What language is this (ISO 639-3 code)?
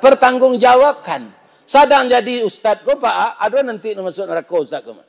min